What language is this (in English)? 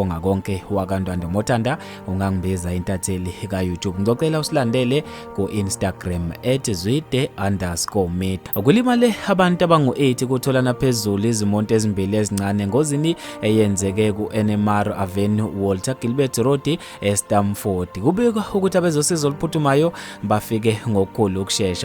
Zulu